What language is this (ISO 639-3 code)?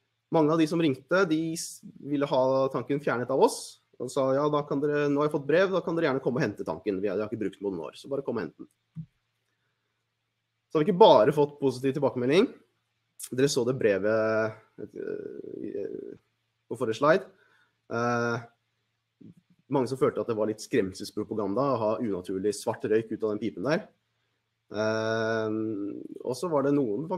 nor